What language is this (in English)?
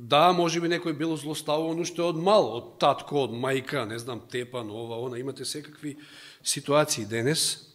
Macedonian